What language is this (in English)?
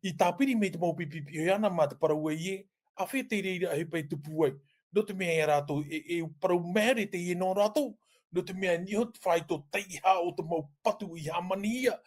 Tahitian